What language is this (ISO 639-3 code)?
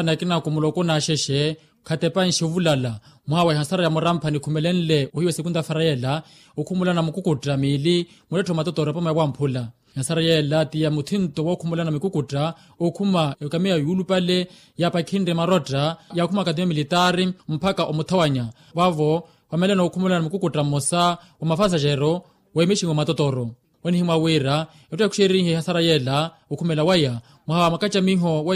vmw